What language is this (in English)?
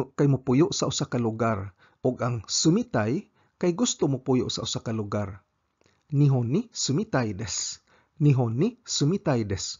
Cebuano